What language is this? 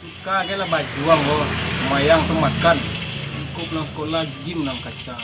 Minangkabau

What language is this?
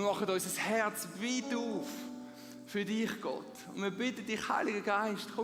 Swiss German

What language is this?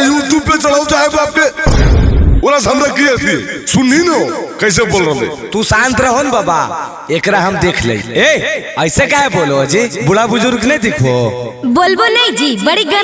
Magahi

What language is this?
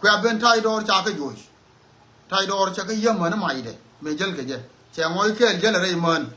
Nuer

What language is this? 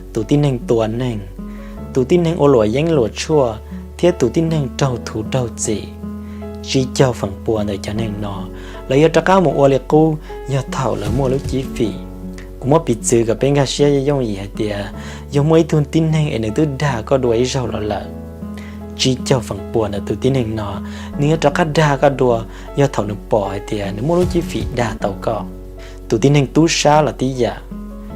Hmong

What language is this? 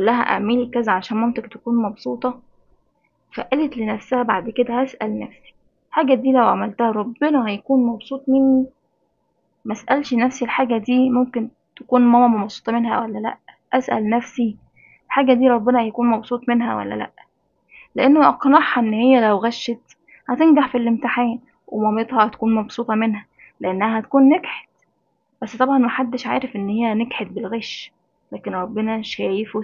Egyptian Arabic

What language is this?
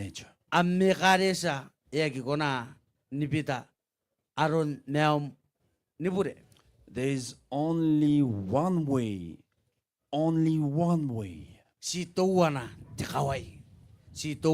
Gilbertese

